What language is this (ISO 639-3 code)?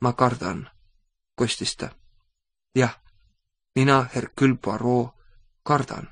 est